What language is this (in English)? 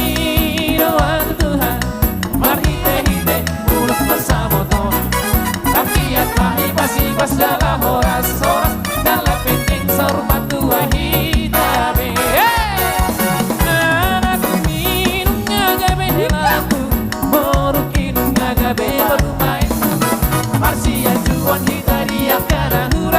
Batak Toba